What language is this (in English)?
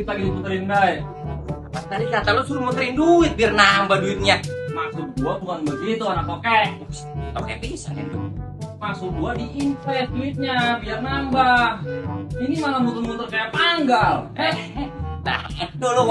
Betawi